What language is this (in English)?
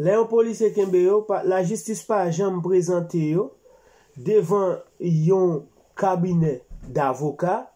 Haitian Creole